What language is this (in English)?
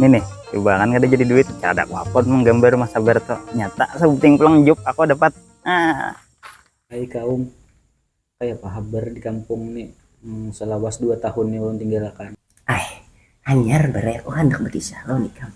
Banjar